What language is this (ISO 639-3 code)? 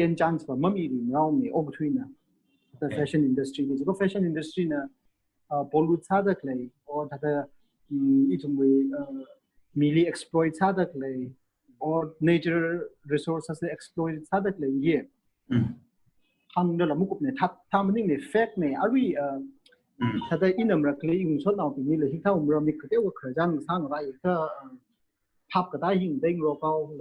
nmf